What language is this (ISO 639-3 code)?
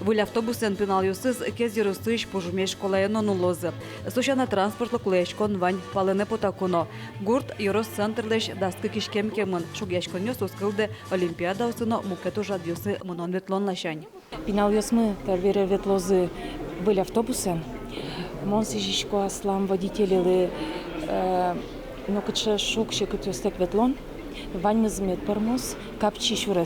udm